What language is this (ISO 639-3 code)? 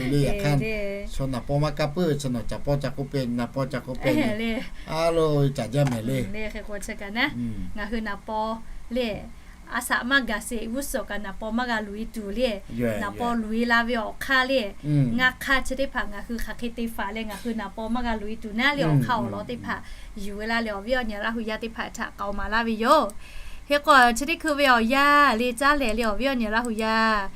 lhu